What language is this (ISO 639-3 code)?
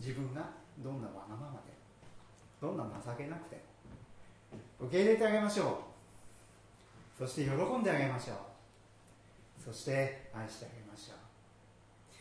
jpn